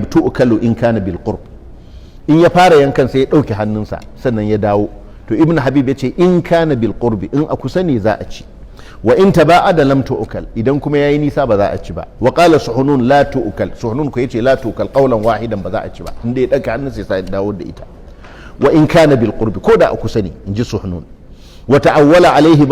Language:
Hausa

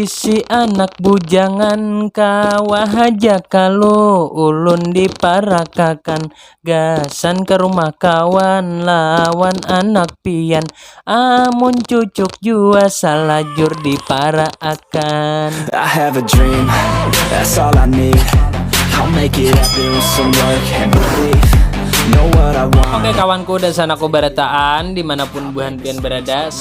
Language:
Banjar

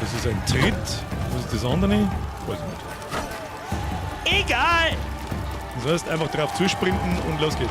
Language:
Bavarian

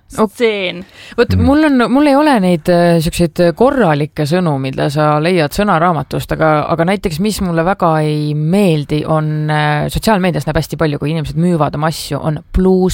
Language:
Estonian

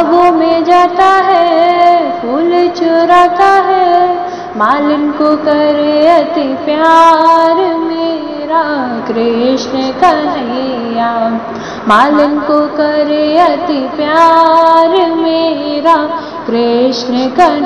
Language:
Hindi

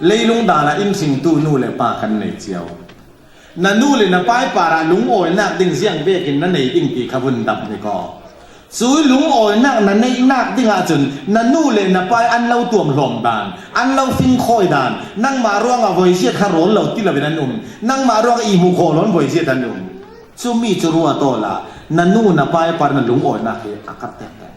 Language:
Falam Chin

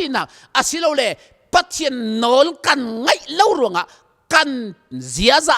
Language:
Hakha Chin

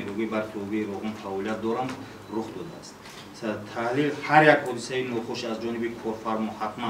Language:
Tajik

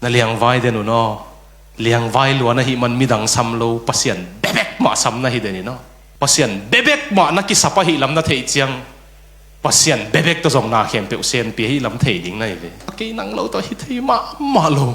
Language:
Tedim Chin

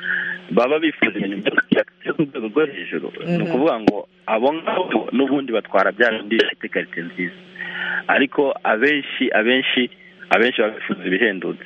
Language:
Kinyarwanda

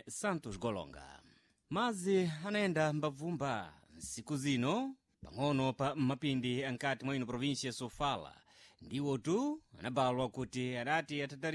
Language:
Sena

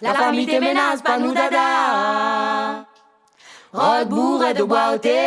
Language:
Réunion Creole French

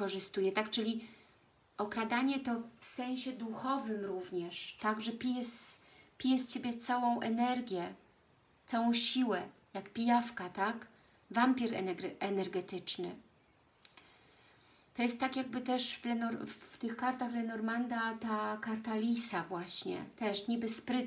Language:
Polish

